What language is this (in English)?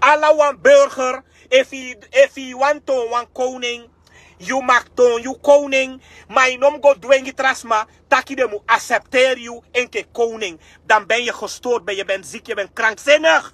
Sranan Tongo